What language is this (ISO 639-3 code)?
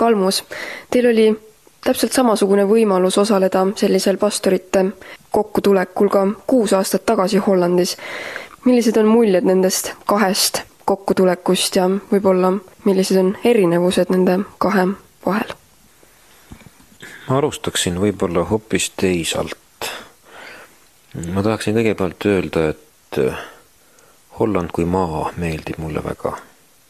est